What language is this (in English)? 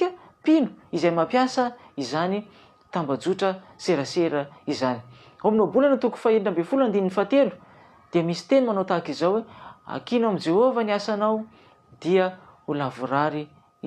Malagasy